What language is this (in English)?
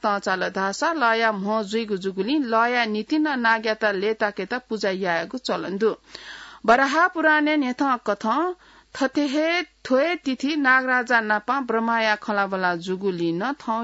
Newari